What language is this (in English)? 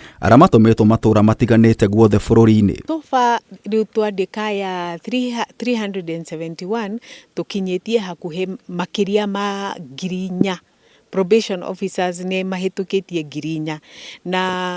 Kikuyu